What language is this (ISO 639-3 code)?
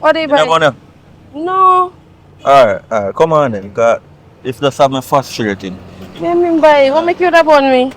jam